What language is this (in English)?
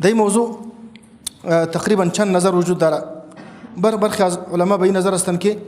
Persian